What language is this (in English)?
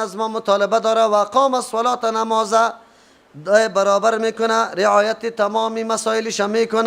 Persian